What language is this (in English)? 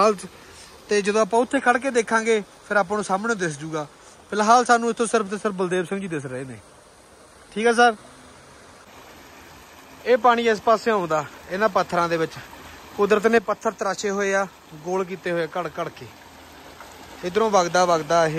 Punjabi